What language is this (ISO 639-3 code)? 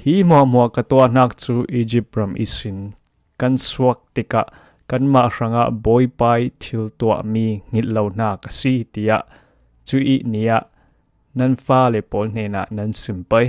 cfm